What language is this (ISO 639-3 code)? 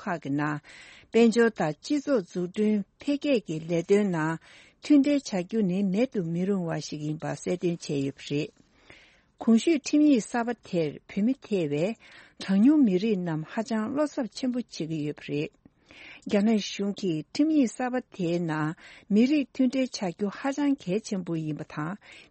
bod